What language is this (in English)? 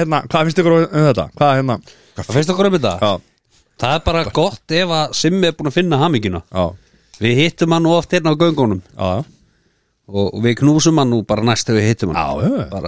Icelandic